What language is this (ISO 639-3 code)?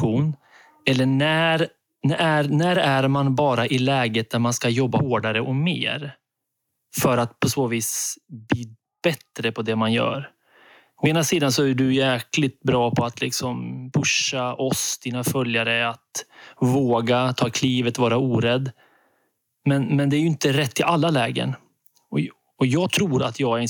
swe